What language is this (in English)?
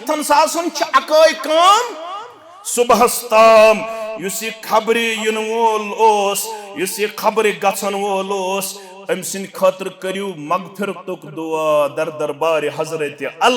Kashmiri